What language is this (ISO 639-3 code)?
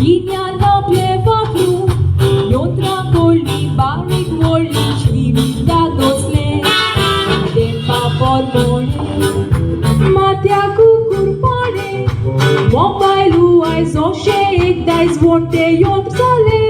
kok